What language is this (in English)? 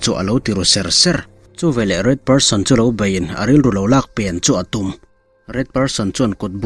Mizo